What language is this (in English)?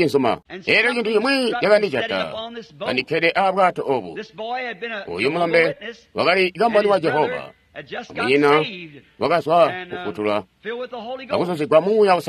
Tonga (Zambia)